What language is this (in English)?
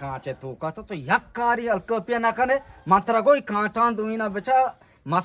Eastern Balochi